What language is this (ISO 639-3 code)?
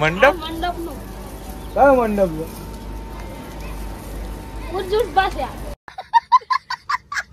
guj